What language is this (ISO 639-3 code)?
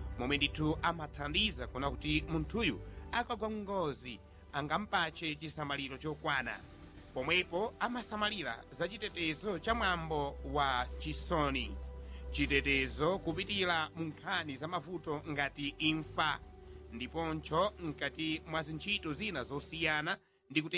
nya